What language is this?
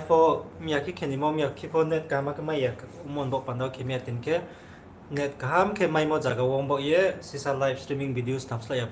Riang (India)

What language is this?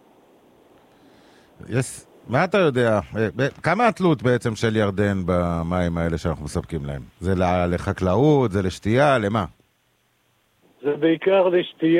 Hebrew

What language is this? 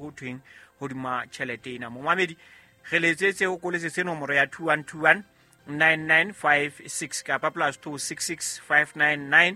Southern Sotho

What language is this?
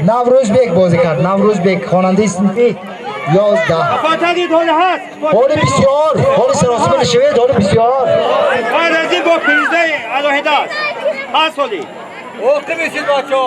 Tajik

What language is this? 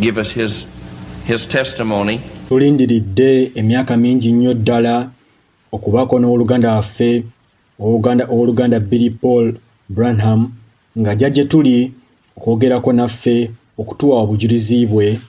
Ganda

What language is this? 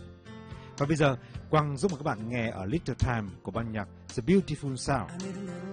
Vietnamese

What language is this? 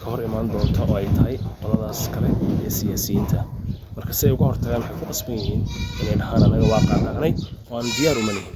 Somali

